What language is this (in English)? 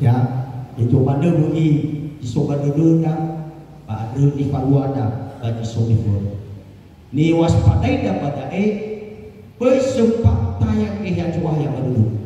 Nias